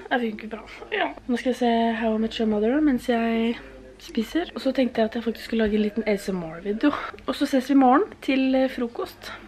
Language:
Norwegian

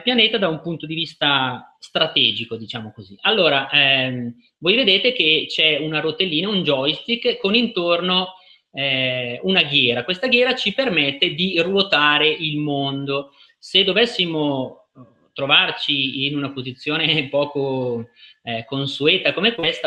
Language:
Italian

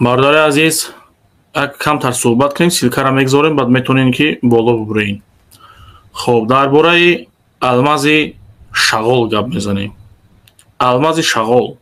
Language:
Tajik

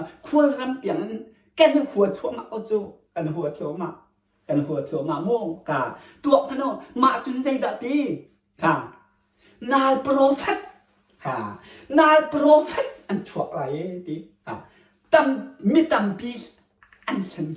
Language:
Hakha Chin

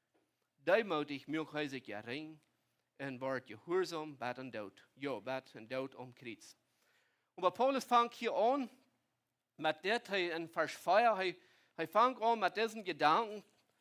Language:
Plautdietsch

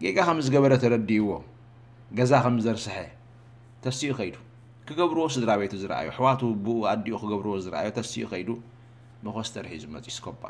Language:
Tigrinya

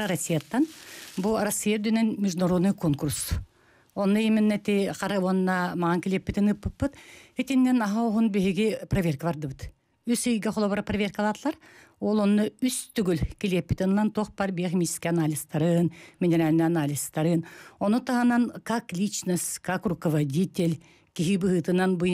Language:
Yakut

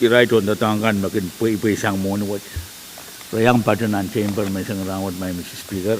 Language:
Pohnpeian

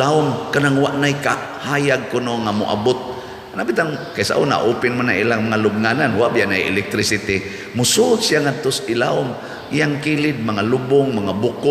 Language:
Cebuano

